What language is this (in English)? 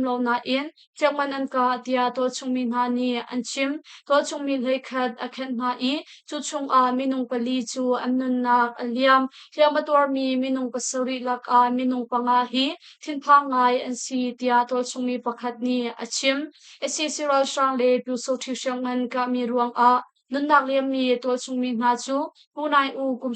Hakha Chin